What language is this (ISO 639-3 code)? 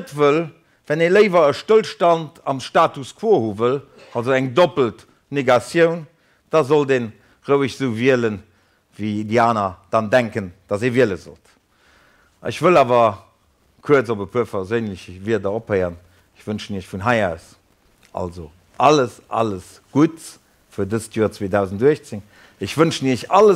ltz